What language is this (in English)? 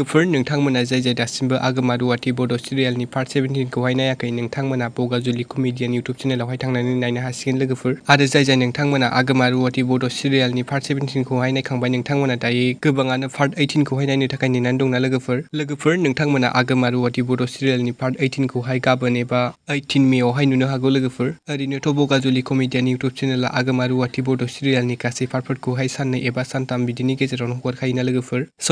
Bodo